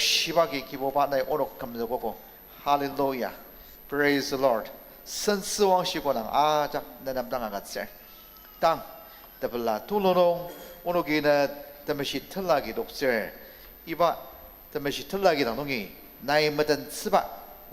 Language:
Ao Naga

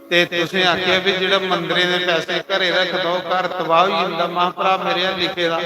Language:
Dogri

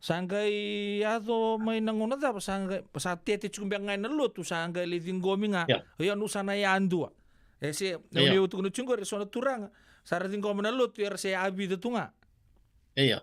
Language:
Fijian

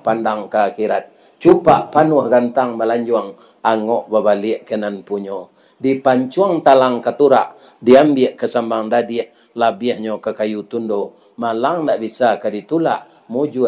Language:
Minangkabau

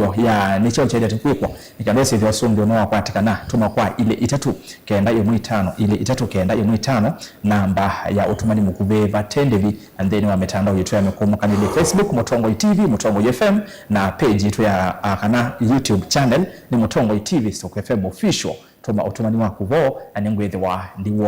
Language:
Kamba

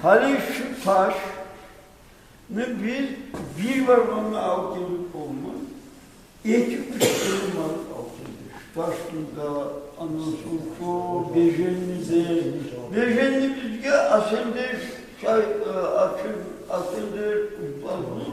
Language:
Kumyk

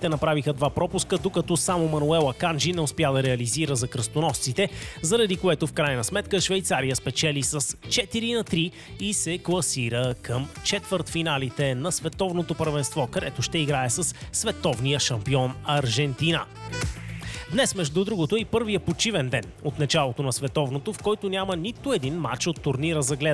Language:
Bulgarian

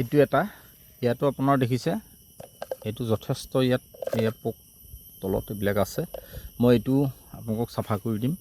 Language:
Assamese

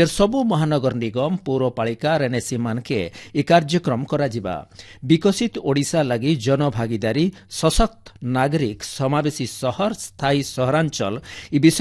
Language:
Odia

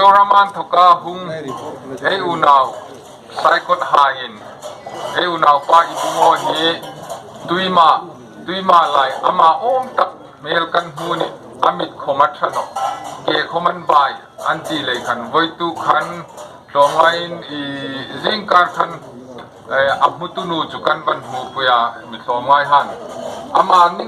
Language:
Hmar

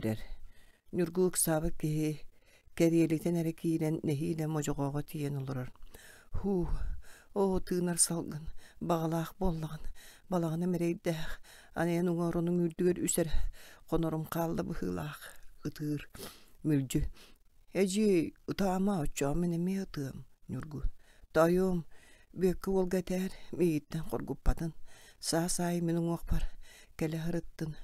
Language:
Yakut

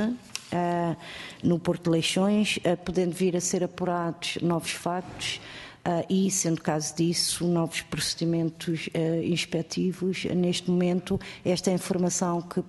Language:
Portuguese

